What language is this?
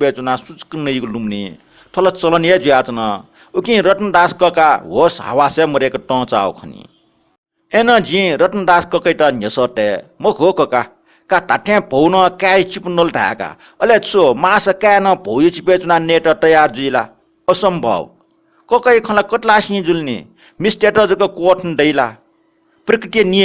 Newari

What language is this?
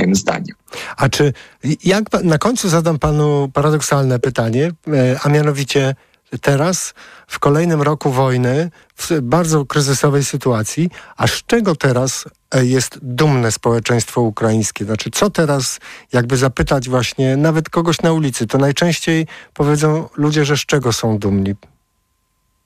Polish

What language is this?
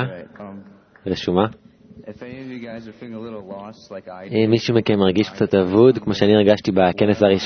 Hebrew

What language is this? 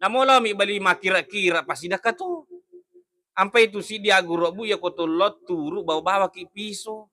Buginese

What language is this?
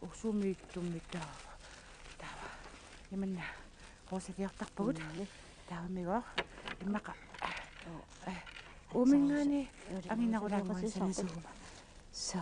Kalaallisut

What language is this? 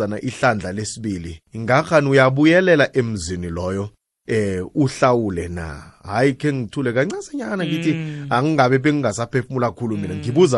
South Ndebele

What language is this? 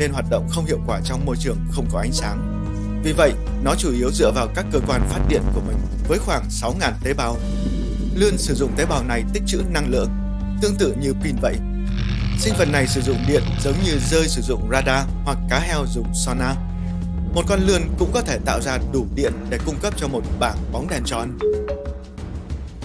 Vietnamese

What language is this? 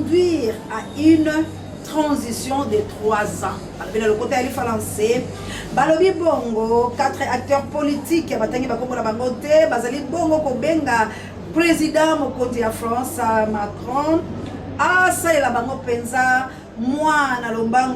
Lingala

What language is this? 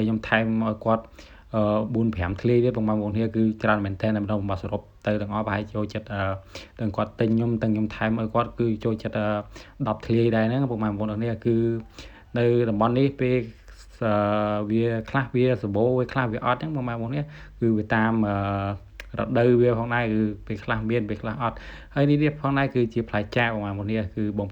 Khmer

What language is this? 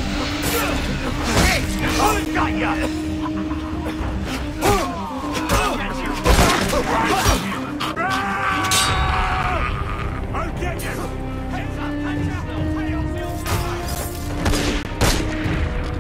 English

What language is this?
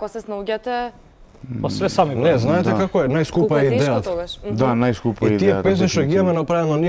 Macedonian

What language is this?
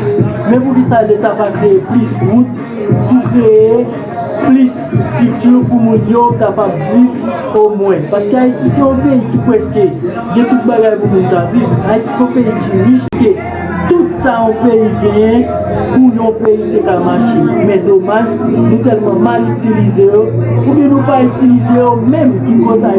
Haitian Creole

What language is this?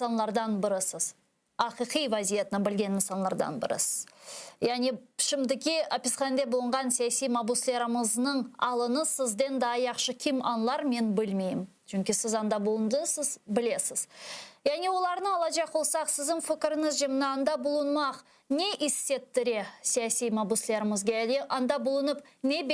Crimean Tatar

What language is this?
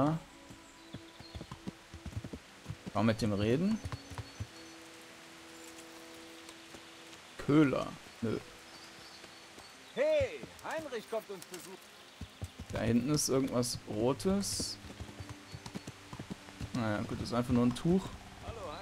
German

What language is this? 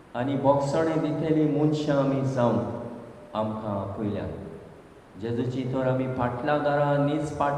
Konkani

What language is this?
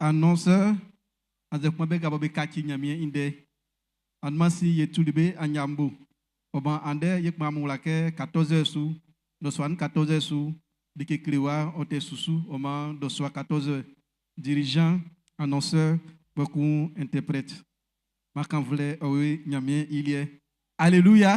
Baoulé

